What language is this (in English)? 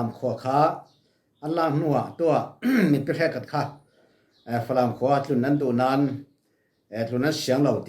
Falam Chin